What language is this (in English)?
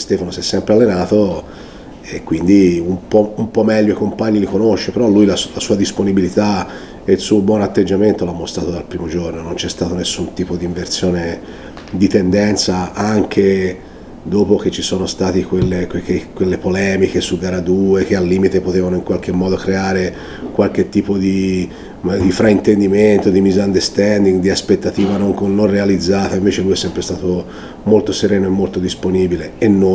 Italian